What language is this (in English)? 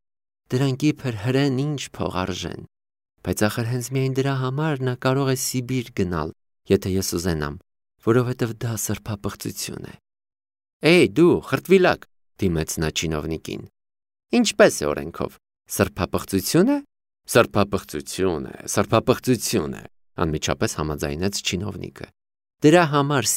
Armenian